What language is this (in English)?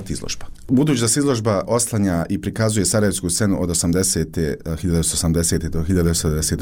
Bosnian